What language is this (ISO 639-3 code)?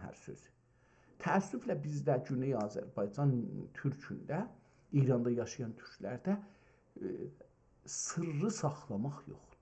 azb